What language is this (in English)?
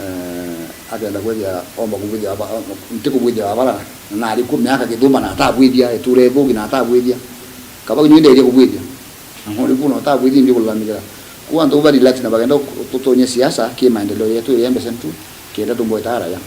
Meru